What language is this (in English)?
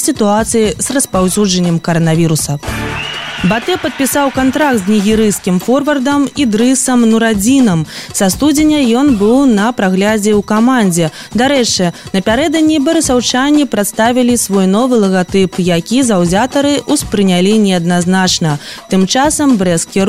Belarusian